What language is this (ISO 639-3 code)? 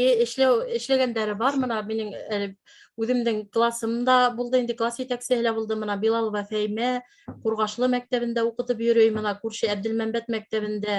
bak